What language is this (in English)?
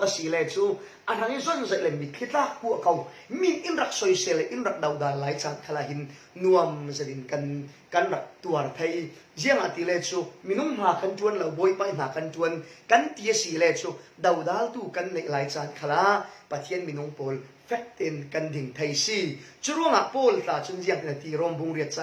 Falam Chin